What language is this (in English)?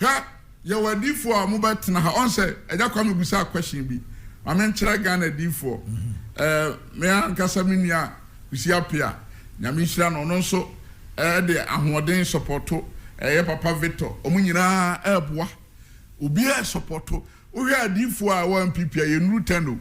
Akan